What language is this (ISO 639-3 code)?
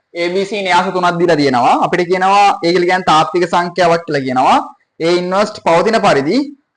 sin